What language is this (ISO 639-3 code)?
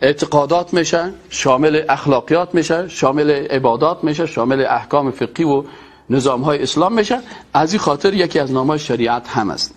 fas